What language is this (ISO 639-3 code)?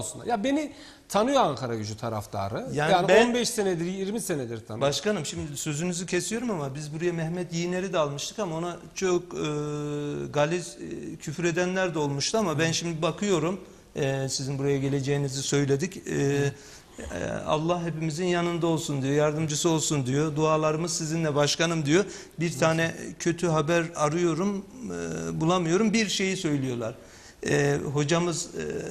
tur